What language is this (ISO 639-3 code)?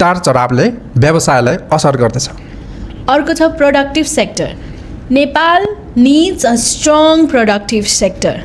nep